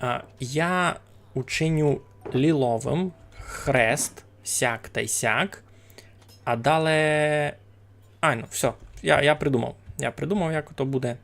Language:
Rusyn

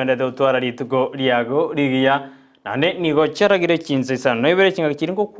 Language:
Gusii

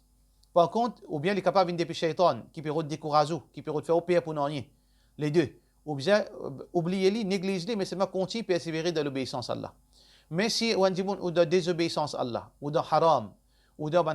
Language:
Morisyen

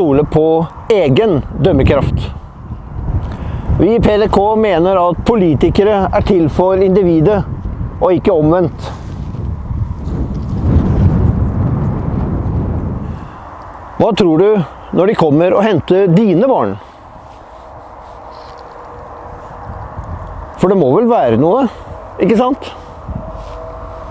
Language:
Norwegian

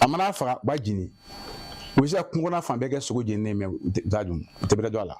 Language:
Bambara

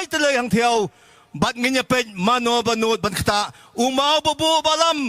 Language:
Khasi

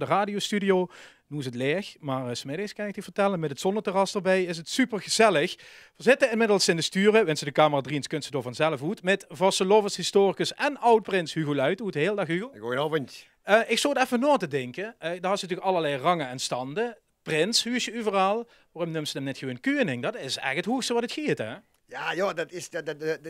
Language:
Limburgish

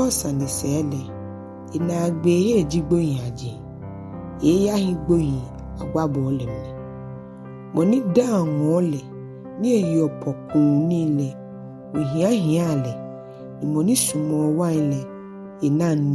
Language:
Ga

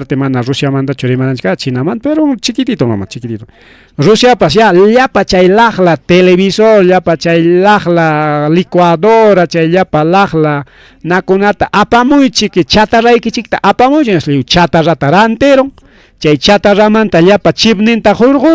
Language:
Ayacucho Quechua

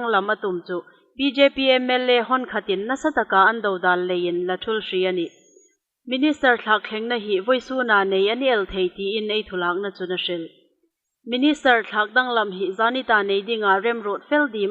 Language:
Hmar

